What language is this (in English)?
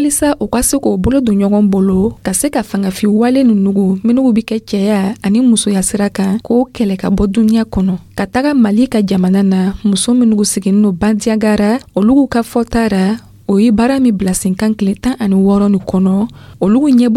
Dyula